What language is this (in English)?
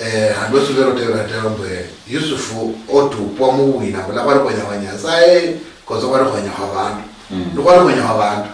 Luyia